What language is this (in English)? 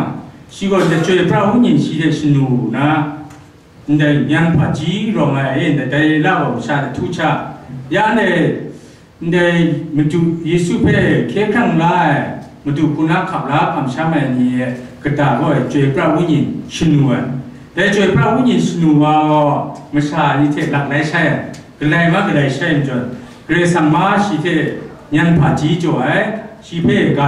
Kachin